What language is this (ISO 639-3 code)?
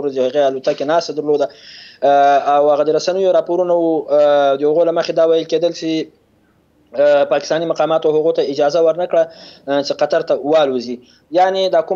pus